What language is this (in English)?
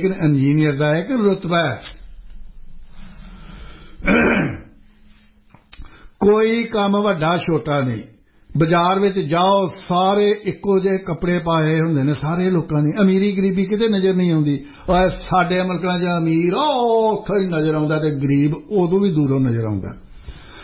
Punjabi